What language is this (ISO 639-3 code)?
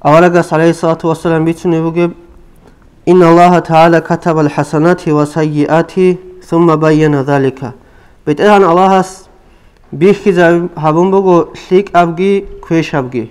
ava